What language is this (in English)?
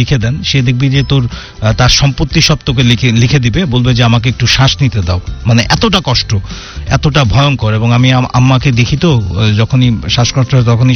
Bangla